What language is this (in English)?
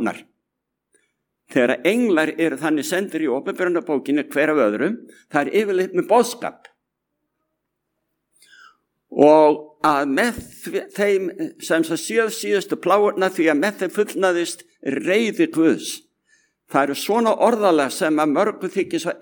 Icelandic